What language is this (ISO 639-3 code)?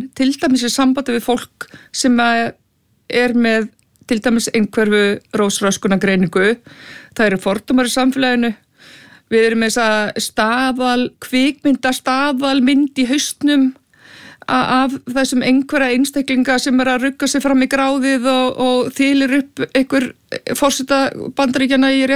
isl